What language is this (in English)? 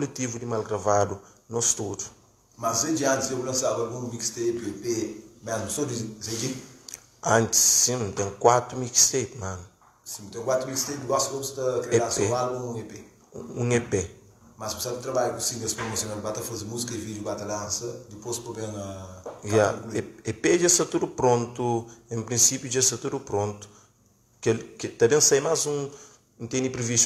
Kabuverdianu